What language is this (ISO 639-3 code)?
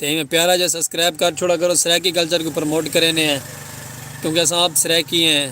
skr